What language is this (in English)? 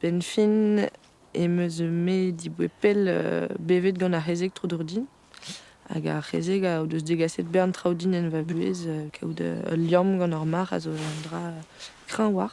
Breton